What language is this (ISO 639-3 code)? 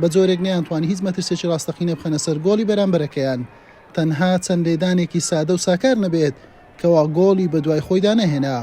ckb